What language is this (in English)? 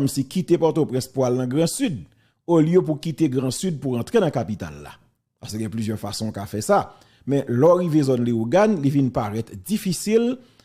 Haitian Creole